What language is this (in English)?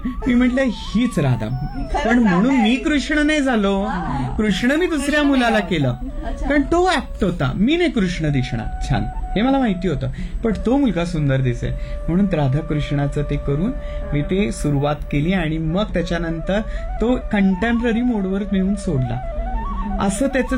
Marathi